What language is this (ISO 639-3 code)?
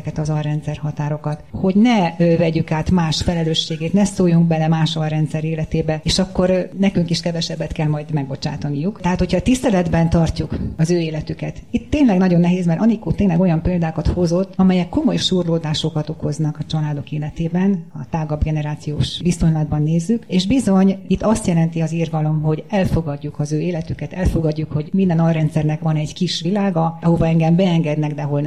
hun